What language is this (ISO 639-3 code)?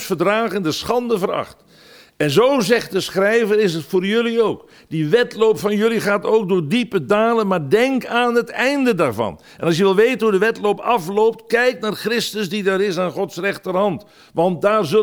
nld